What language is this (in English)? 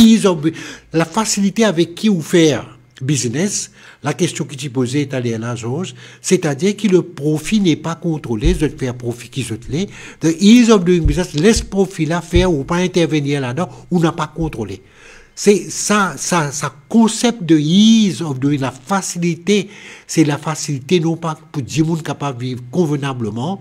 Morisyen